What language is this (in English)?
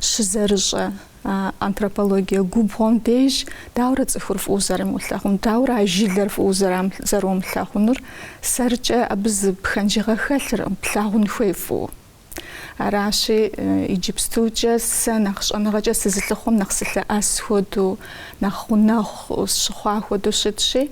Kabardian